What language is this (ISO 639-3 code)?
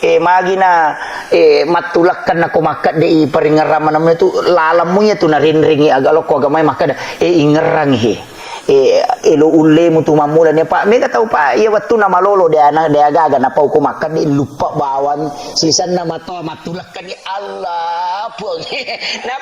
bug